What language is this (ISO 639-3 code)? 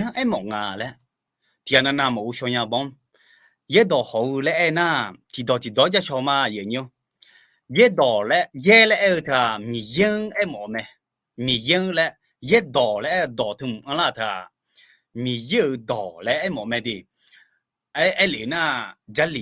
ahk